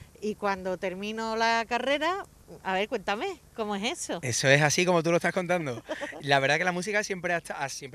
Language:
Spanish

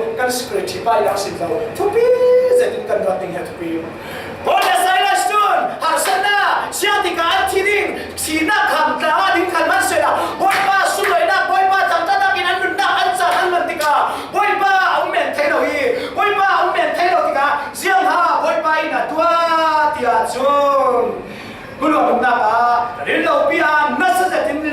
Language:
Falam Chin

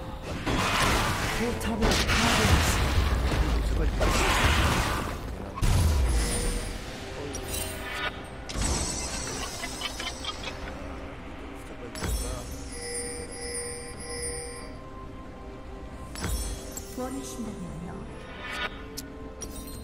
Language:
Korean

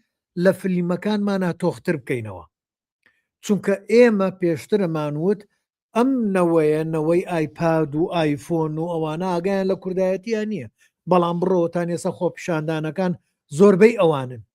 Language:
Central Kurdish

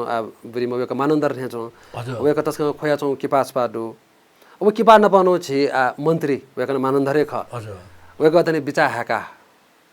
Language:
Newari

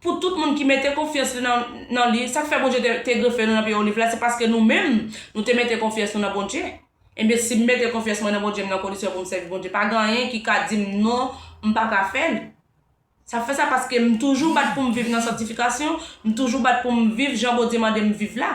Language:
Haitian Creole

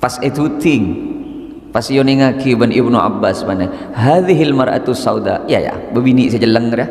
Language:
Madurese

